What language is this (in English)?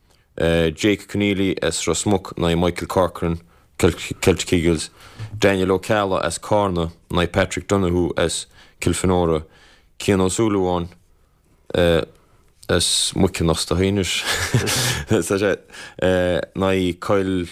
Irish